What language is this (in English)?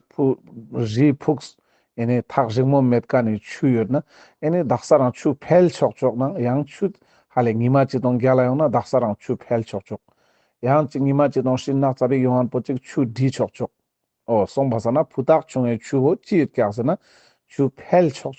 Ladakhi